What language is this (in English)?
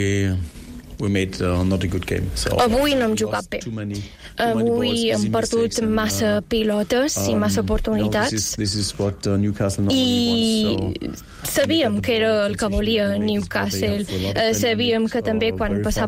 Catalan